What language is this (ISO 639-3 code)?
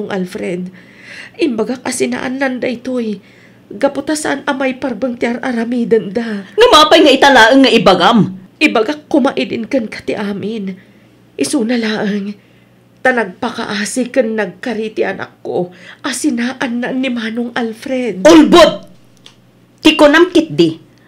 ilo